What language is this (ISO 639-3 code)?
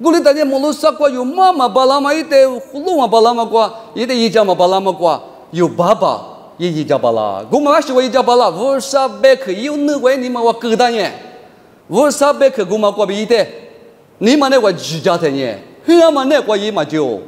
lis